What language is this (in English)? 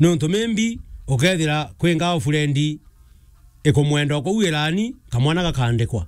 Meru